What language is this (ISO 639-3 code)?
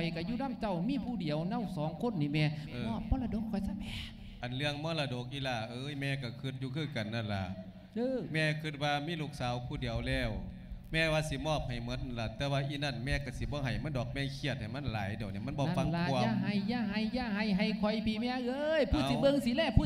lao